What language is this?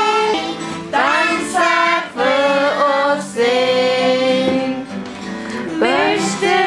Faroese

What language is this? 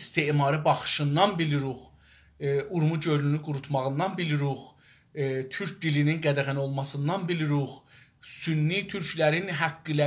South Azerbaijani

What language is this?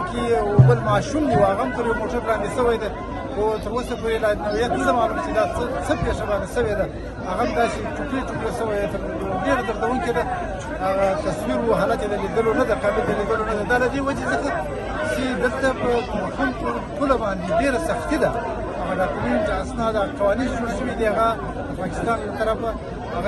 Pashto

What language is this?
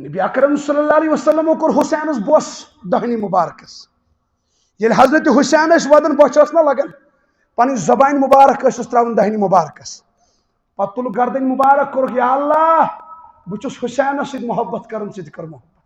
Kashmiri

